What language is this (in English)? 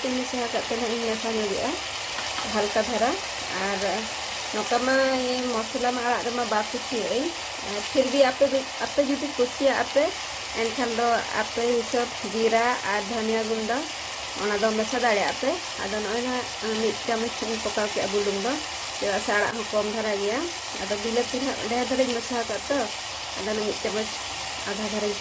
Santali